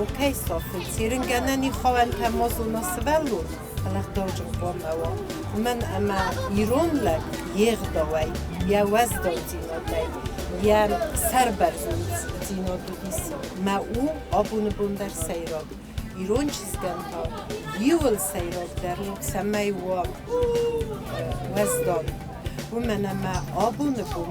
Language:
Ossetic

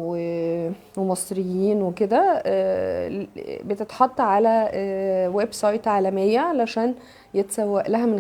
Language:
Egyptian Arabic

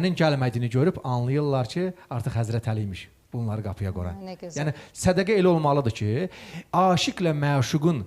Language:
Azerbaijani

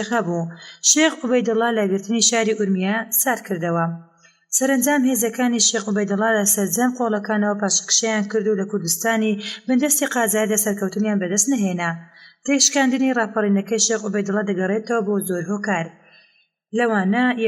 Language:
Central Kurdish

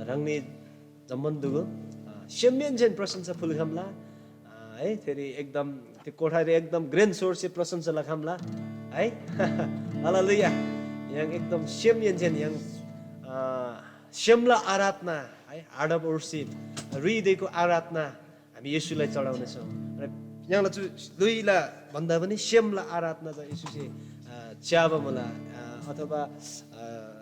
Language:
Eastern Tamang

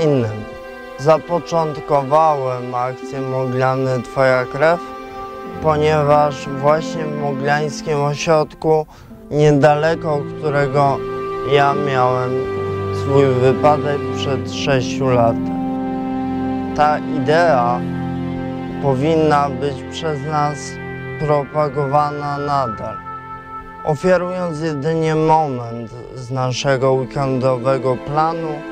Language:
Polish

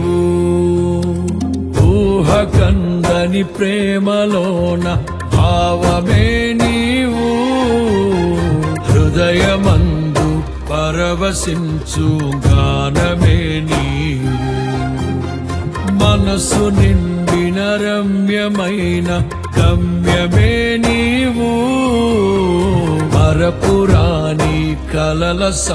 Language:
Telugu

